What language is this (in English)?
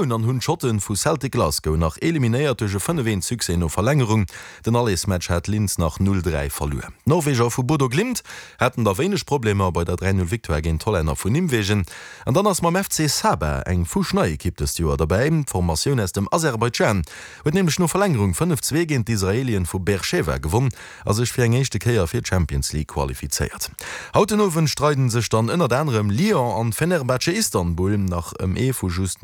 Luxembourgish